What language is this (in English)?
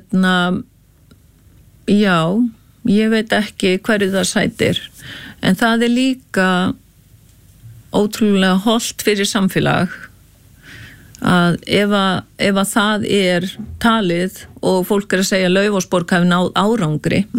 Icelandic